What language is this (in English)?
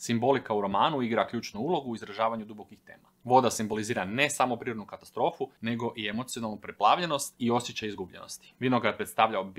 Croatian